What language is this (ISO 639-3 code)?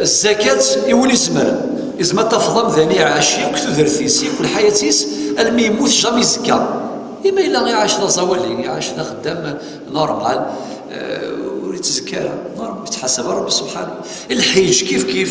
kab